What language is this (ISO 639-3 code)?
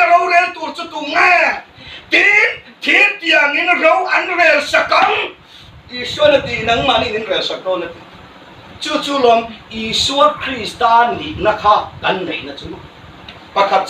hmr